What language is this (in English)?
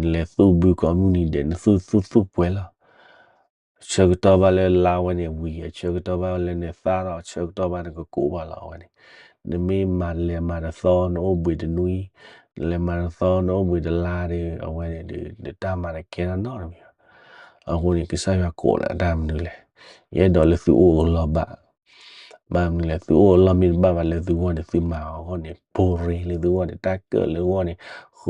S'gaw Karen